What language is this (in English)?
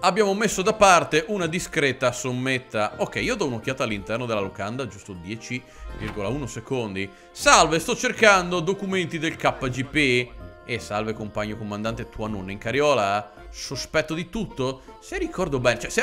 Italian